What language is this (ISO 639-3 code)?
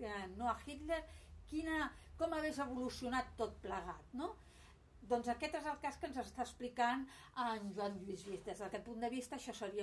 cat